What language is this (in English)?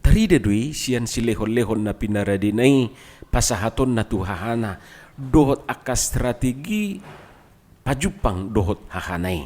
Batak Toba